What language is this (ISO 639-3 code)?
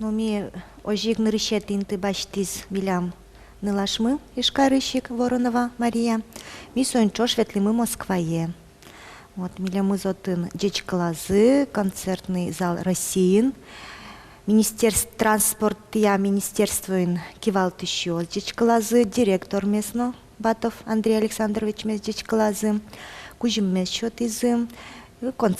udm